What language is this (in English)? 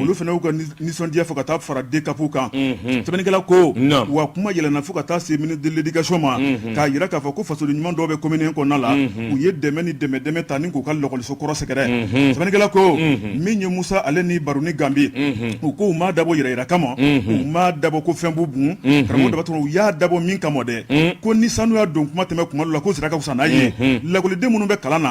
Bambara